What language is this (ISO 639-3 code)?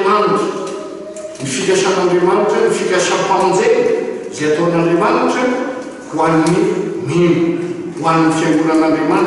mlg